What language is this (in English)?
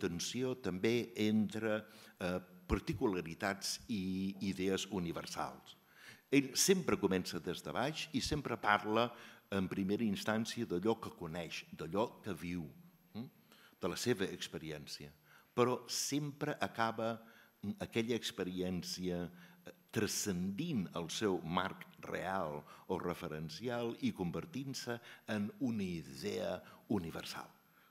Catalan